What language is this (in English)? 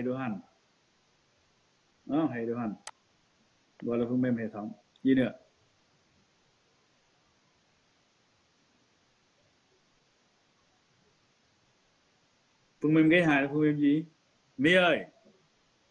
Vietnamese